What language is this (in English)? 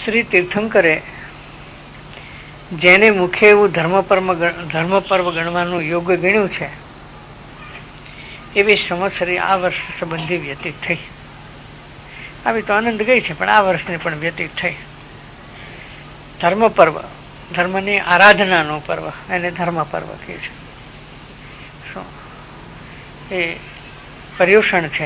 Gujarati